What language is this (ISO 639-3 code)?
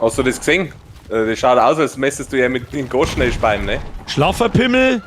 bar